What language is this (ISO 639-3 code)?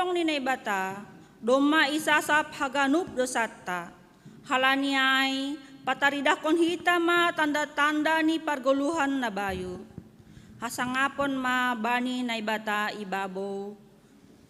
bts